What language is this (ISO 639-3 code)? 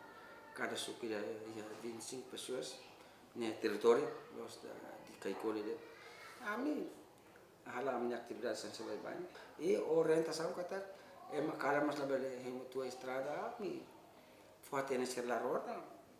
tet